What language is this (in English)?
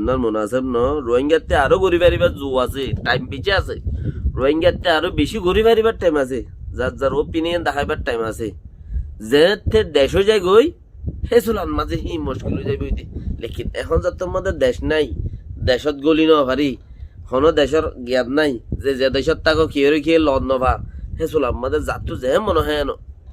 Rohingya